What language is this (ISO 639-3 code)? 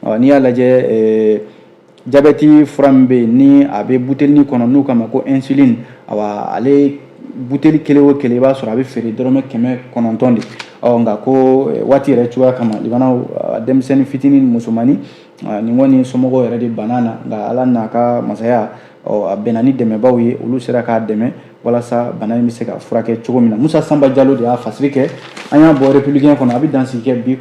bam